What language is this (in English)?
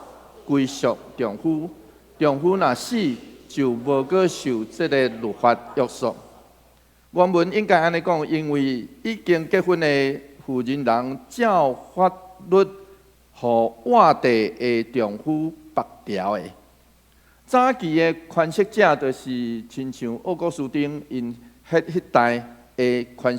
Min Nan Chinese